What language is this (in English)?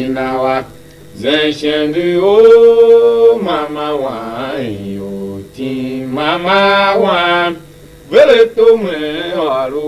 Tiv